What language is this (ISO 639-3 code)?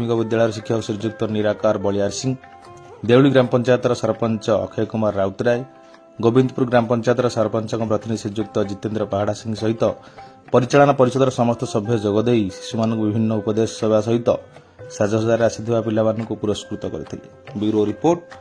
ori